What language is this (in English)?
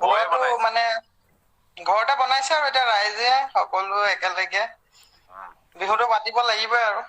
Assamese